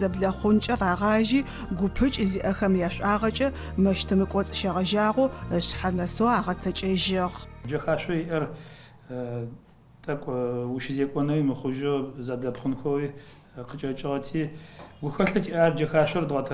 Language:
Adyghe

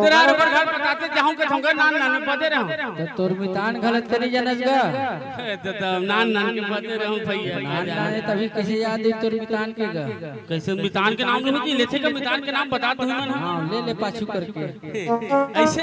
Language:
Chhattisgarhi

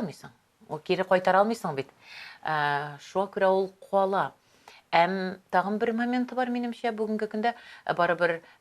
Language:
Tatar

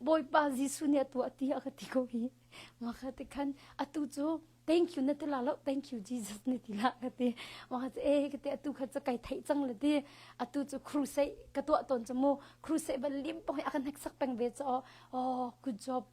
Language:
Hakha Chin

